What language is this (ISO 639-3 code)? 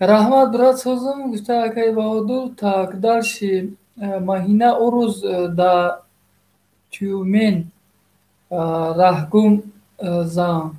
tgk